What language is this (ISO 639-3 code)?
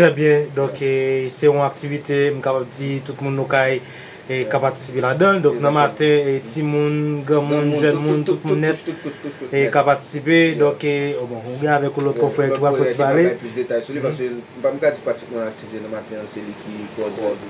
hat